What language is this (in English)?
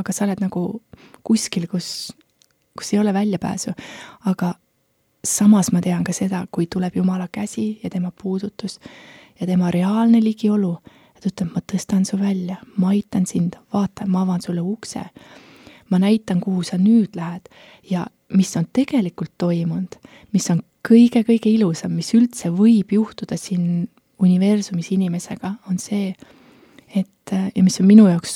Estonian